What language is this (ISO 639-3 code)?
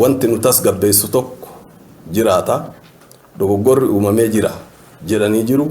orm